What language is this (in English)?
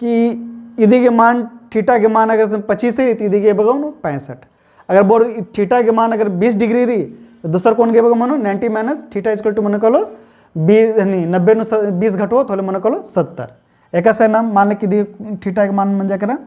Kurukh